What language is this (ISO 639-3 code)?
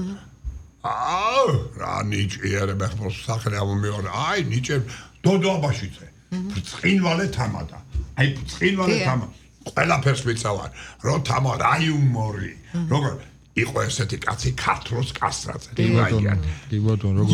kat